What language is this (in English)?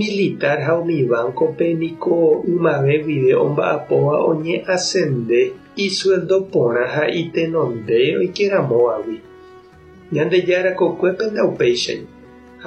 Guarani